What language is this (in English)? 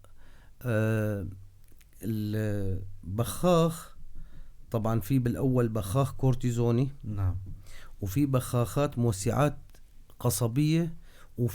North Levantine Arabic